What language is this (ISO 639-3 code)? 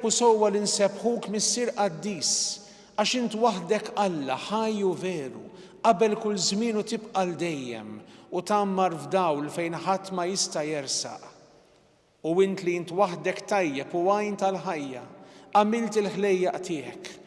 mlt